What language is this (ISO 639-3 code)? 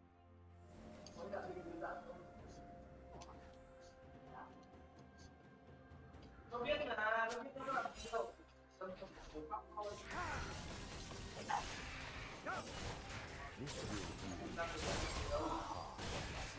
vie